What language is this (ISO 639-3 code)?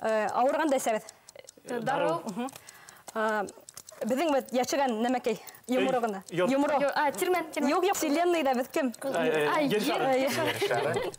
bak